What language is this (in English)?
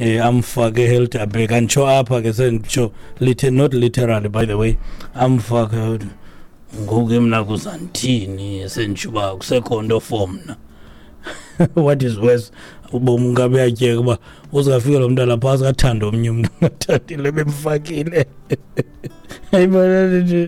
Xhosa